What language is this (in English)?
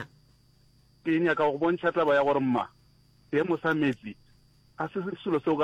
Northern Sotho